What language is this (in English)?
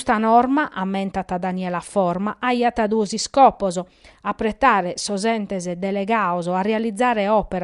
Sardinian